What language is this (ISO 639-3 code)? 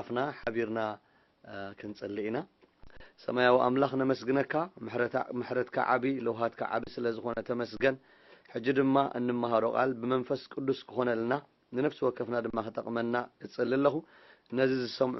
tir